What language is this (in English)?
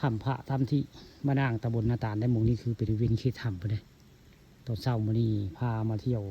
Northeastern Thai